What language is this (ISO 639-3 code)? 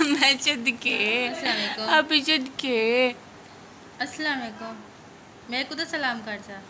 skr